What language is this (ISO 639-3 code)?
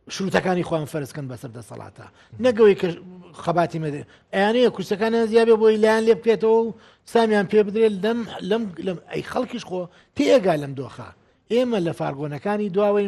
ckb